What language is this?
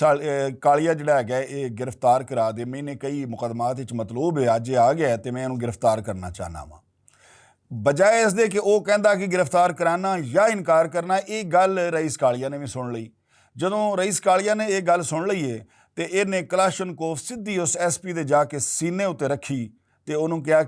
Western Panjabi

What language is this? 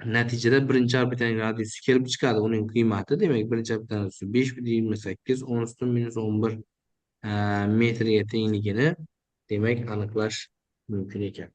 Uzbek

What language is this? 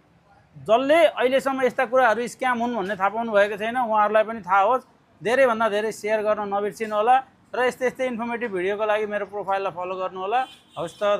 Nepali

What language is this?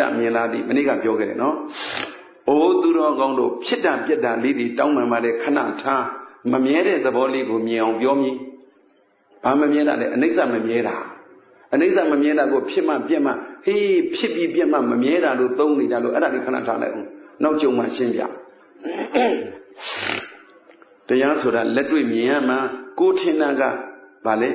Burmese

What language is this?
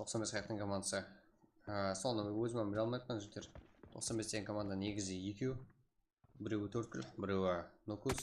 Kara-Kalpak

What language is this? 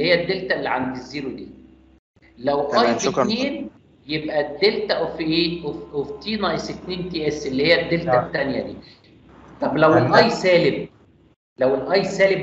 Egyptian Arabic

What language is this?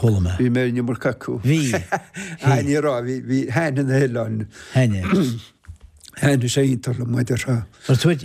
Irish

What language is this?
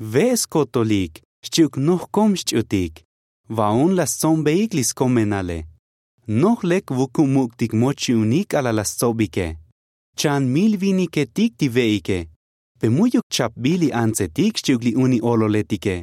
Tzotzil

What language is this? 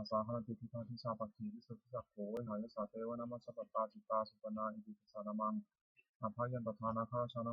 Pali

